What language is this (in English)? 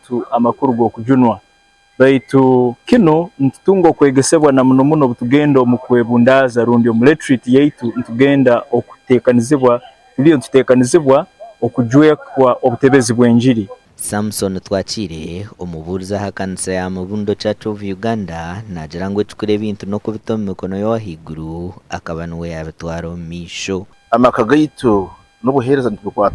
Nyankole